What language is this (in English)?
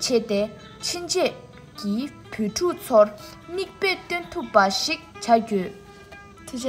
Tibetan